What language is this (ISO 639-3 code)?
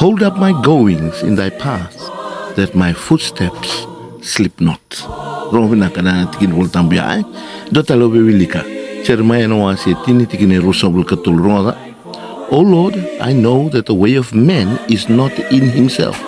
fij